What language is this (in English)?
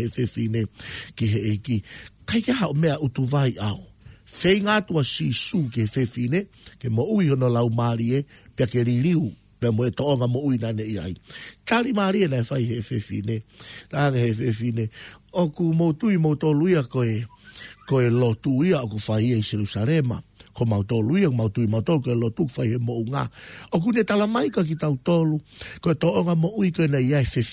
Tongan